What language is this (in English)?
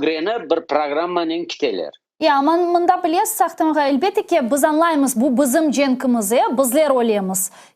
Crimean Tatar